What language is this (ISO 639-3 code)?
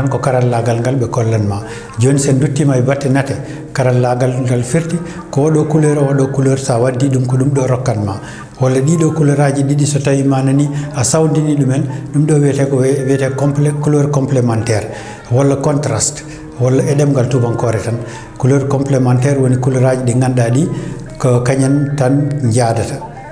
ful